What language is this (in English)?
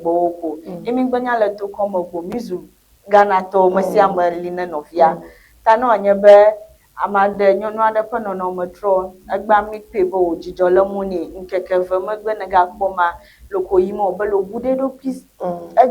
Ewe